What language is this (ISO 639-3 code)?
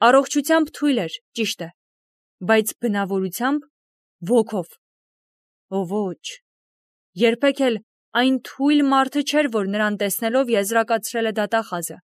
hye